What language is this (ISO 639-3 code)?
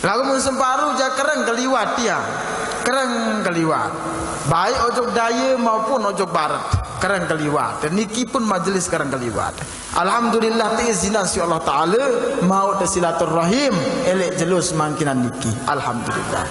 sas